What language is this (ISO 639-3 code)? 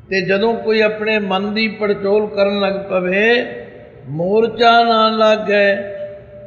pan